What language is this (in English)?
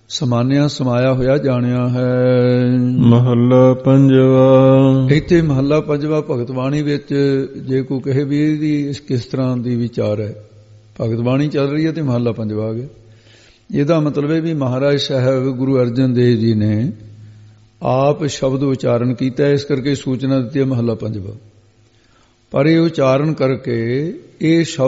Punjabi